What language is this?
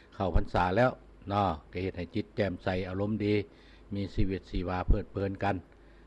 Lao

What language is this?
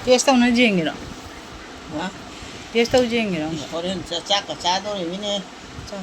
Manipuri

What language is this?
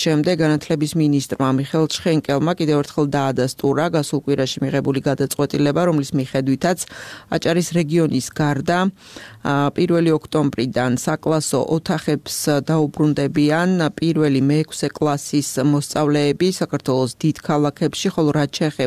Georgian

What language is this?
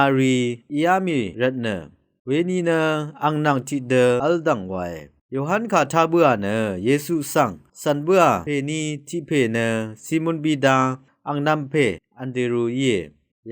Rawang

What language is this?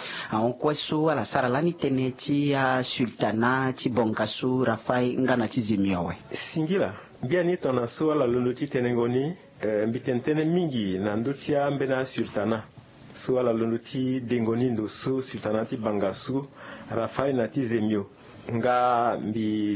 Sango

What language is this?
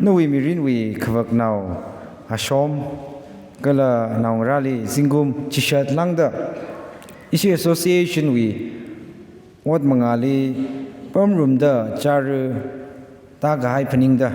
Tangkhul Naga (India)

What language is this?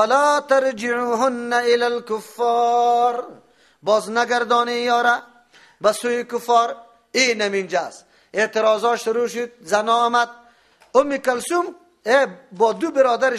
Persian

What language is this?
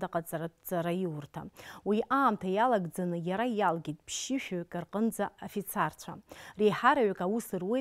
Abkhazian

